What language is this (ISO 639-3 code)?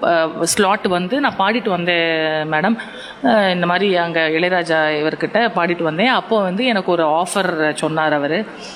tam